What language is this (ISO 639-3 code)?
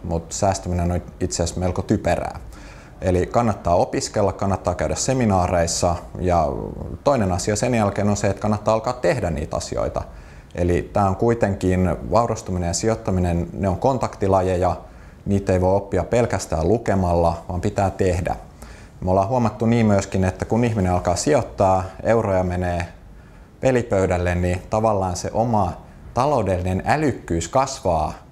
fin